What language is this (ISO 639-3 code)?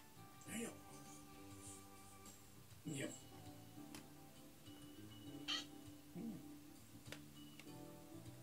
jpn